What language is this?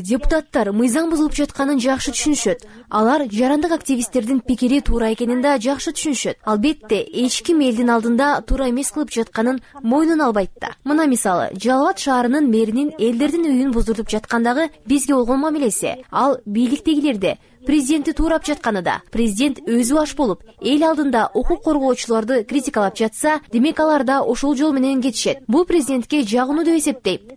Kyrgyz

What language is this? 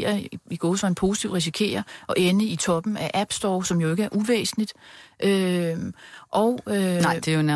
Danish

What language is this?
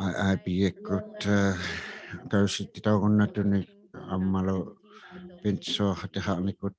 Inuktitut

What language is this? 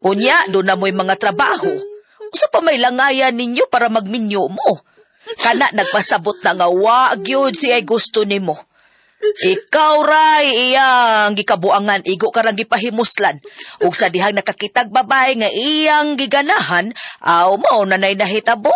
Cebuano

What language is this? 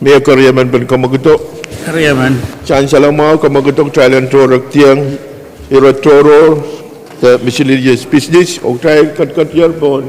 Pohnpeian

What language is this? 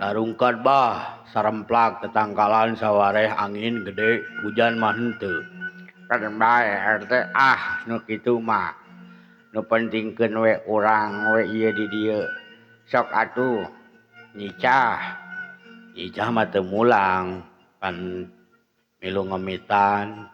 Sundanese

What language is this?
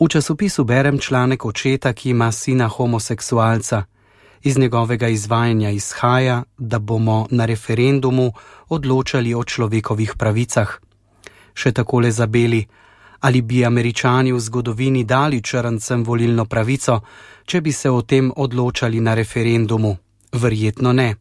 Slovenian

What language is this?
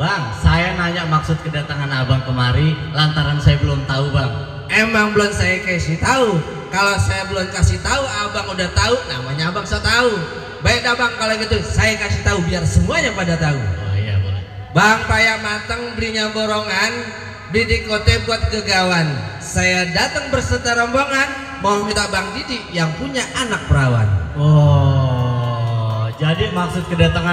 Betawi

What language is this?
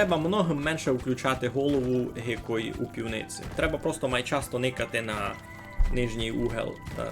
Rusyn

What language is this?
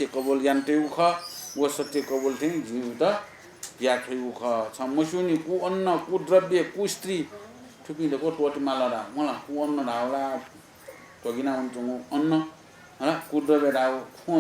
Newari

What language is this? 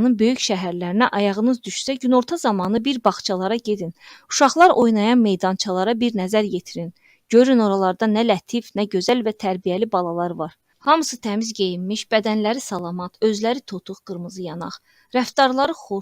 Azerbaijani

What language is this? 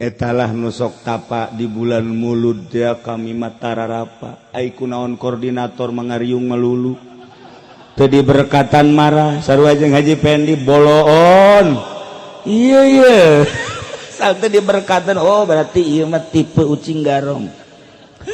Sundanese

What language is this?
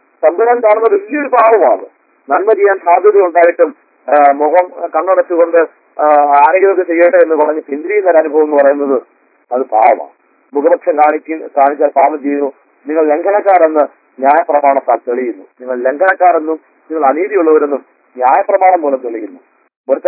Malayalam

